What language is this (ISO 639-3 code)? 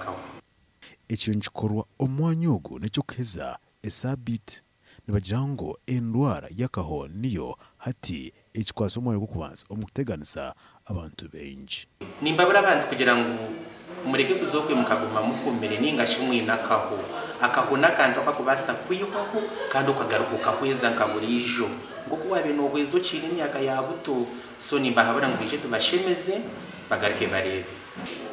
nyn